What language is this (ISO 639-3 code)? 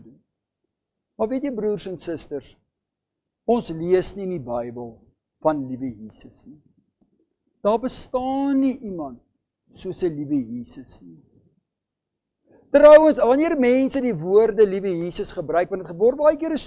afr